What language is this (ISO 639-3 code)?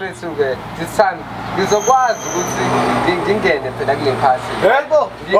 zul